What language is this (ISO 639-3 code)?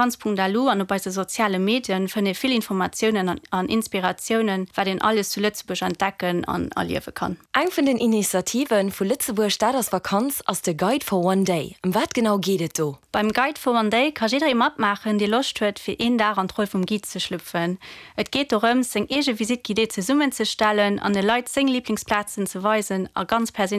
ltz